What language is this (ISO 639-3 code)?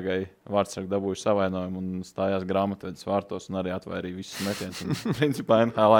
lav